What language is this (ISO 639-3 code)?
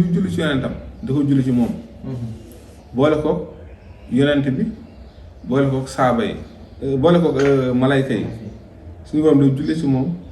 wol